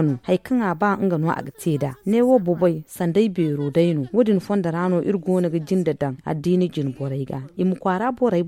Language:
Zarma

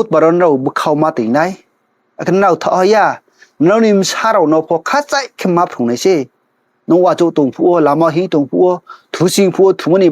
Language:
Riang (India)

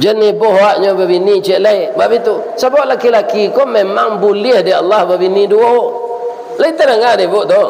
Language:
Minangkabau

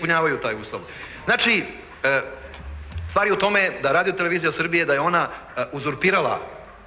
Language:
Serbian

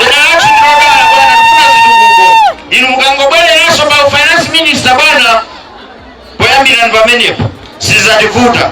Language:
Nyanja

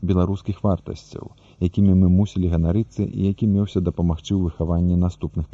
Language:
Belarusian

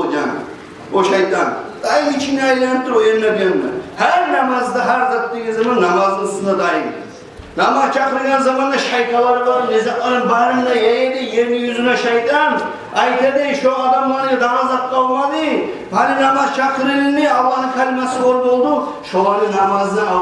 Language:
Kumyk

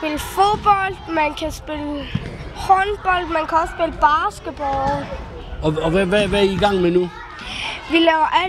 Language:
Danish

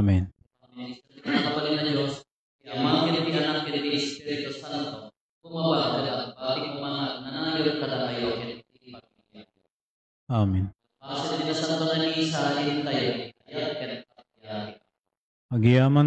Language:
Iloko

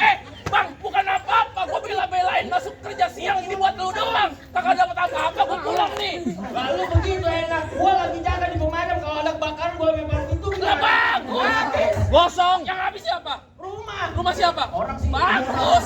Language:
Betawi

